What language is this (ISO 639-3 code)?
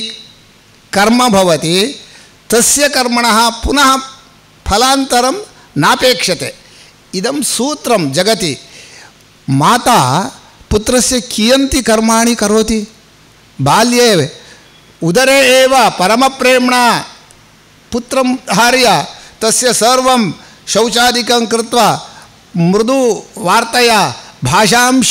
san